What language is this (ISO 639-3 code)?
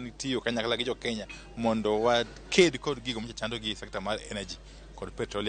luo